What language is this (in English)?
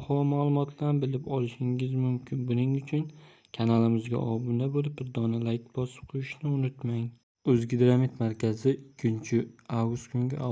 Uzbek